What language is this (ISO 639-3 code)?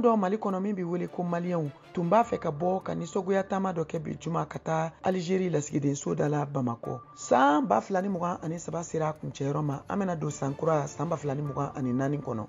bam